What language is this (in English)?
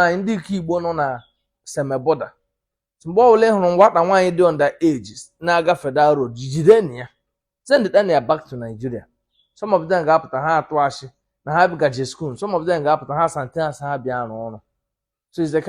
Igbo